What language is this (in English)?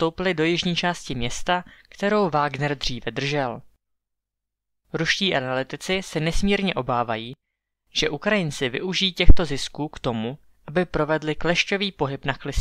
Czech